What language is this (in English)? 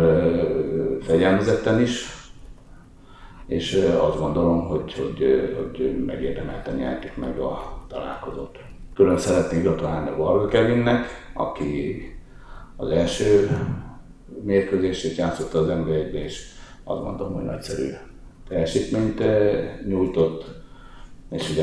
Hungarian